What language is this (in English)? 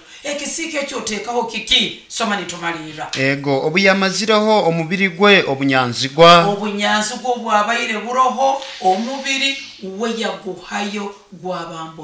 Nyoro